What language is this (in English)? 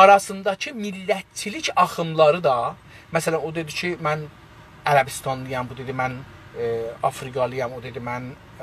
South Azerbaijani